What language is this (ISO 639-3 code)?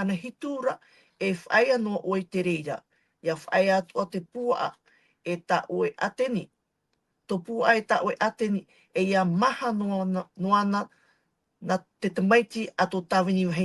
tah